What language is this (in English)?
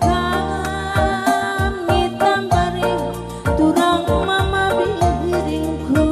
Batak Karo